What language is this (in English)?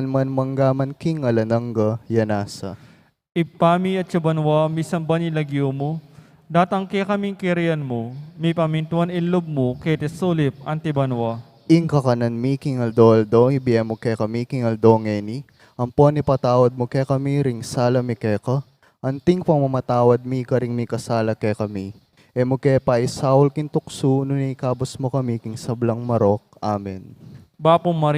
Pampanga